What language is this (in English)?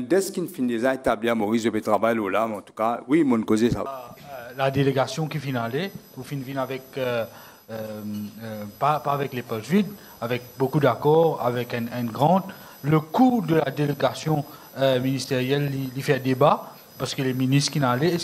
Morisyen